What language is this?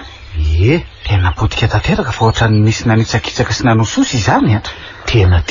Malagasy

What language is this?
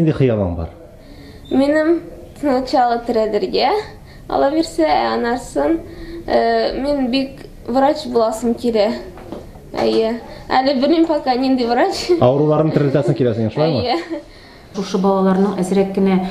Tatar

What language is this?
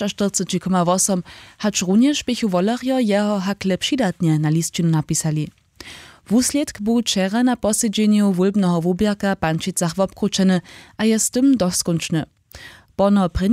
Upper Sorbian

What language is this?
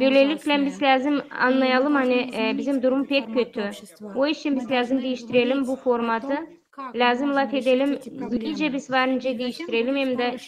Gagauz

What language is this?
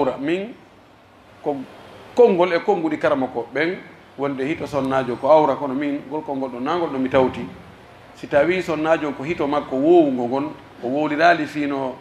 Pular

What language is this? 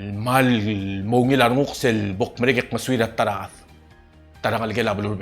Palauan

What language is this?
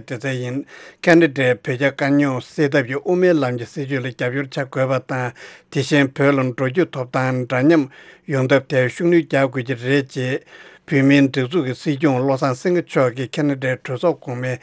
Tibetan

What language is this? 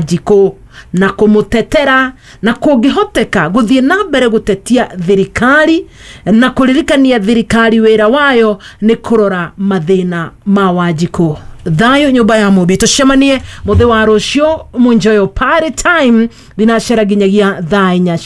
Kikuyu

